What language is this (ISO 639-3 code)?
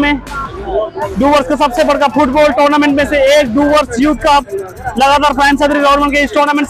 sck